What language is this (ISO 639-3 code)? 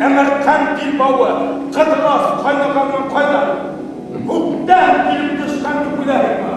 bak